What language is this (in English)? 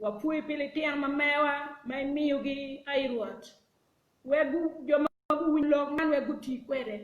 Acoli